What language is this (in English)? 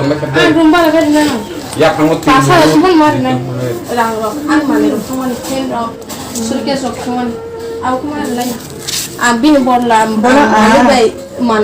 Kok Borok